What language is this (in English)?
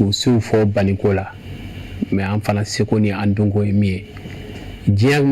Bambara